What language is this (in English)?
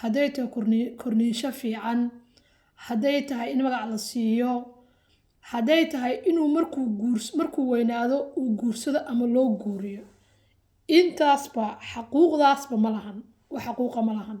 Somali